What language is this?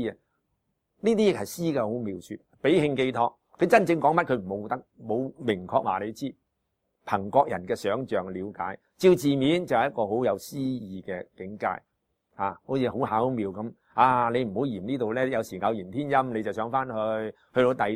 Cantonese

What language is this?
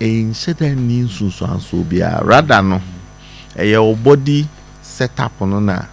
Akan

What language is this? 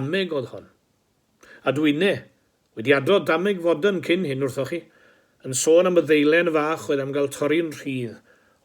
Welsh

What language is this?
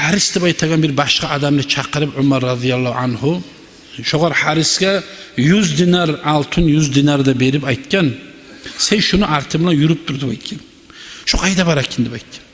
Kumyk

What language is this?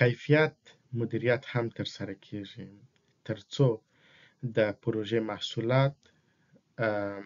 Pashto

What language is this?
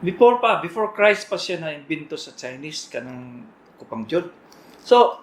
Cebuano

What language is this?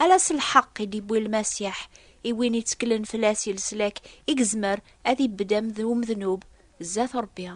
Kabyle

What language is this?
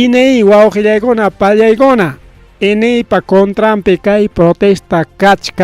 Ayacucho Quechua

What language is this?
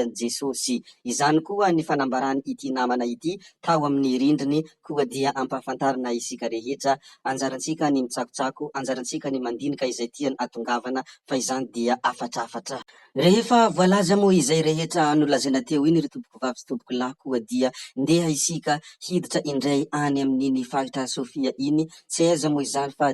Malagasy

